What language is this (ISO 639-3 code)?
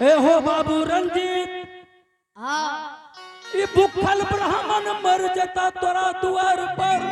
anp